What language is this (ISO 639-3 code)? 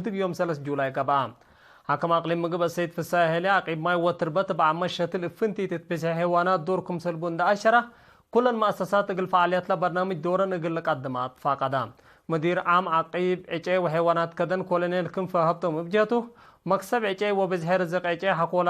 tig